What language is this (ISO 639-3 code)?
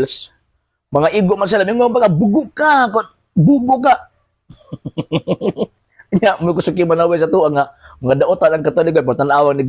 ceb